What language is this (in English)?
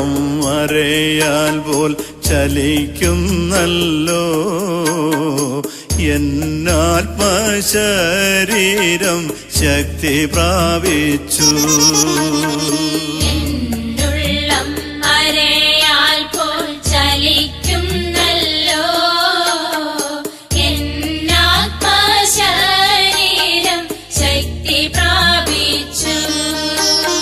Malayalam